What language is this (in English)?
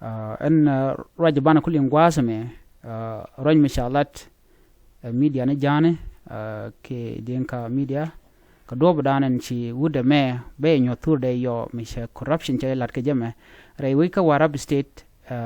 Nuer